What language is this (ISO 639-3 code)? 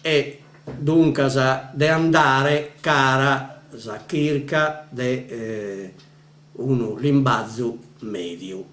srd